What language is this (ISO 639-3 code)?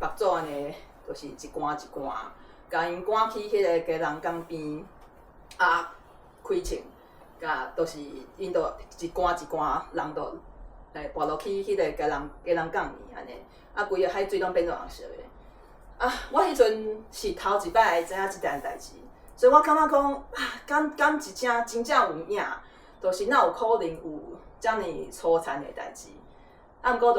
nan